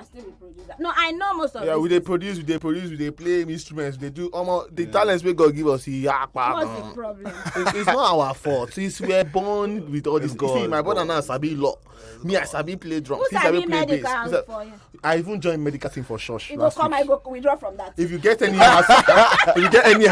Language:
Nigerian Pidgin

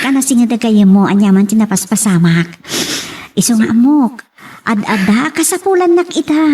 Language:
Iloko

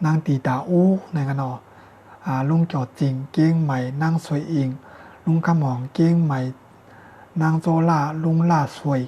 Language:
Shan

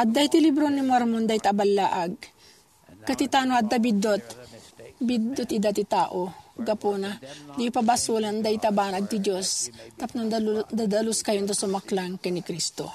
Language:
Iloko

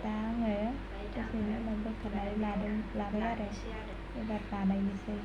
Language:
Bodo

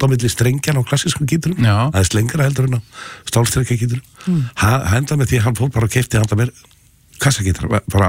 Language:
Icelandic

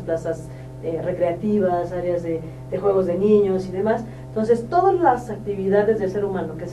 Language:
Spanish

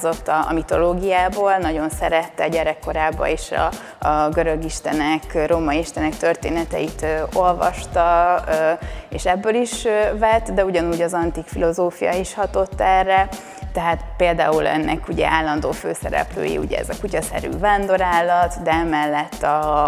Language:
Hungarian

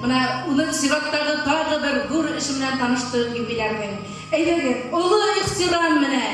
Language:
Bashkir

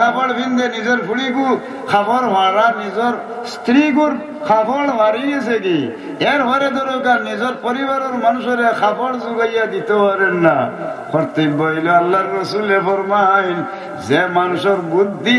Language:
Sylheti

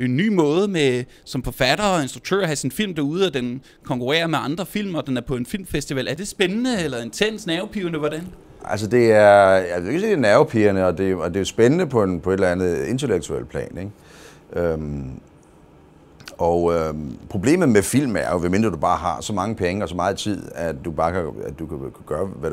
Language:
Danish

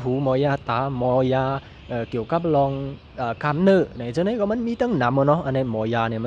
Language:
Shan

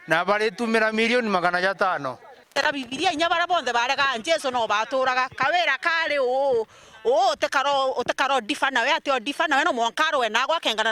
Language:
Meru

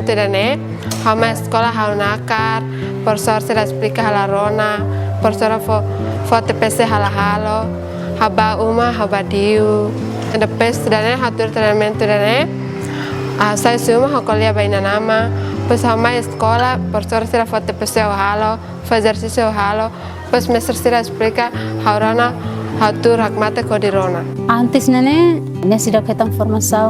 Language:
Tetum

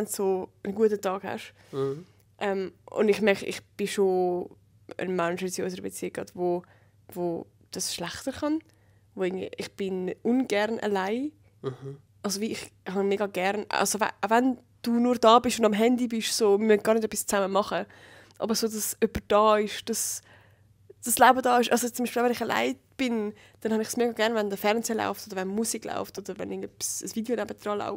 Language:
Swiss German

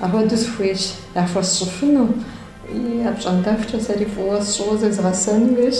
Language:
Kabardian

